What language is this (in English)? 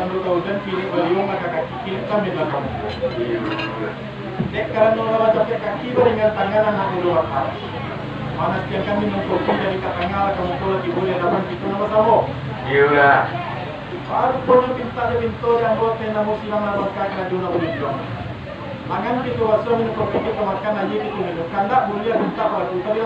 Minangkabau